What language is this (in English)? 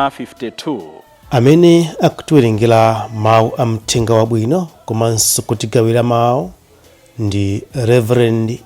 Nyanja